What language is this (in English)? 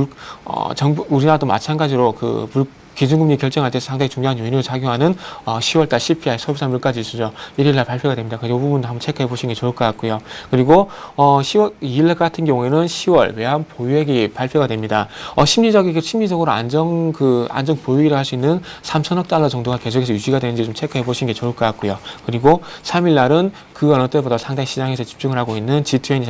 Korean